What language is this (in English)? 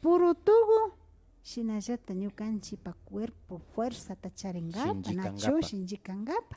Imbabura Highland Quichua